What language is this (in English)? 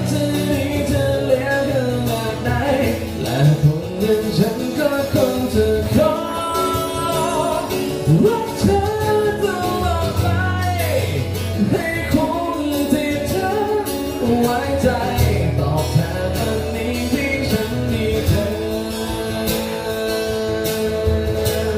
Thai